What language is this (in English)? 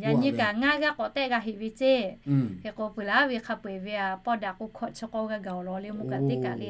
Lahu